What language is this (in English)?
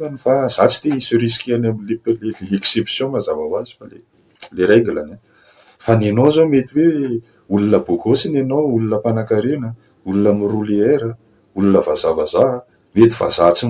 Malagasy